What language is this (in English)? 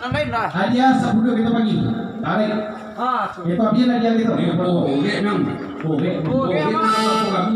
Minangkabau